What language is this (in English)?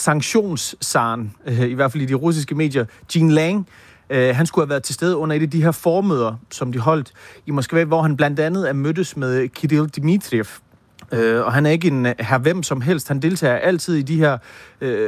Danish